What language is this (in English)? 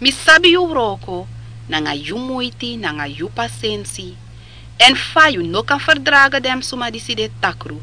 Sranan Tongo